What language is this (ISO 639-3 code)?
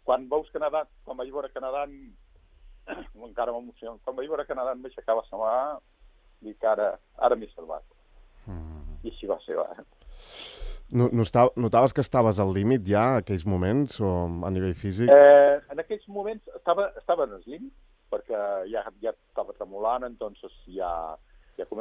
cat